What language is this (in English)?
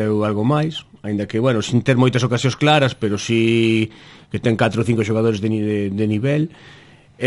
Galician